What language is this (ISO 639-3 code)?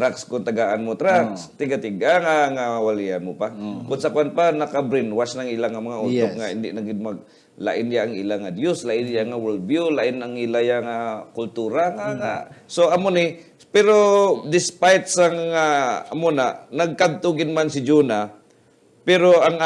hil